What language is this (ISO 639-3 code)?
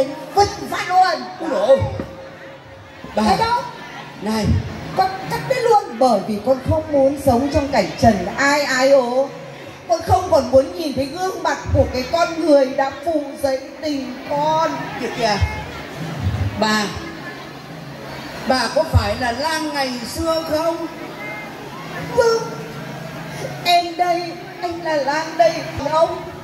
vie